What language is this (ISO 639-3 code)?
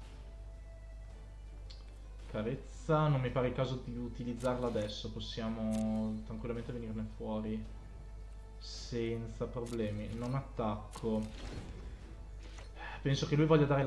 ita